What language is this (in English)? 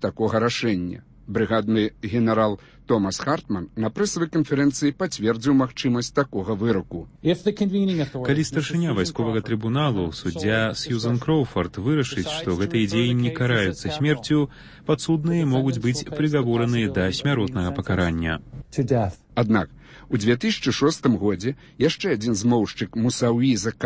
Belarusian